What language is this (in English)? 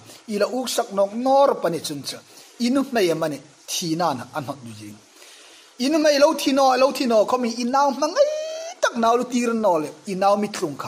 Hmar